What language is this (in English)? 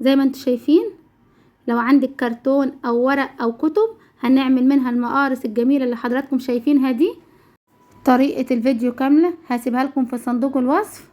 Egyptian Arabic